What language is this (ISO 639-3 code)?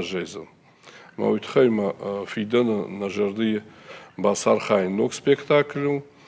oss